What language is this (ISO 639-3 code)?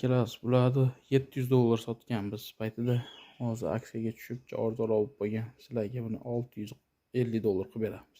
uzb